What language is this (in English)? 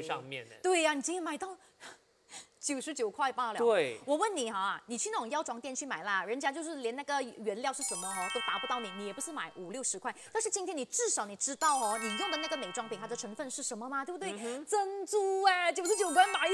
Chinese